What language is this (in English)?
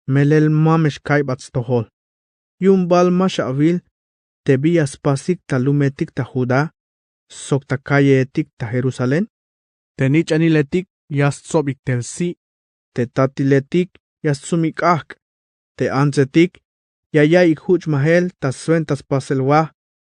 Tzeltal